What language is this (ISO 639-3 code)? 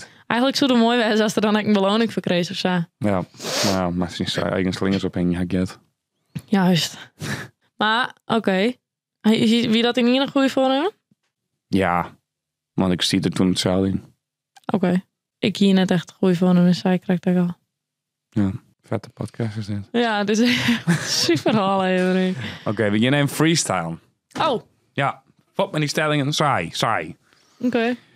fry